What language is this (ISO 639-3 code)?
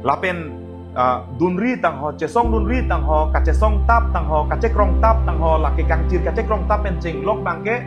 mjw